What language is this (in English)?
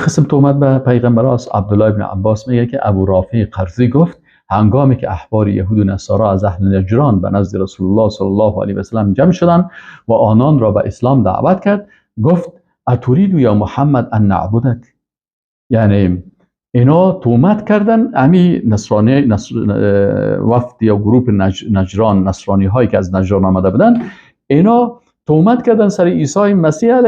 Persian